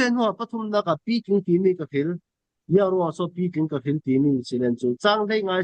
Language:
Falam Chin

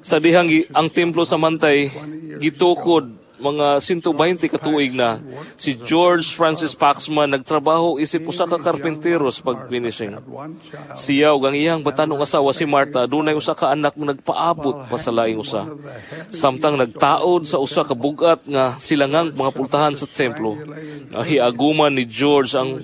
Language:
Cebuano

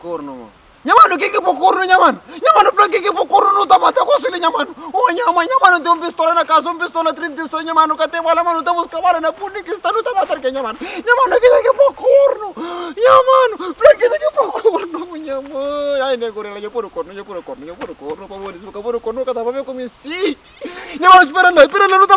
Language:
Kabuverdianu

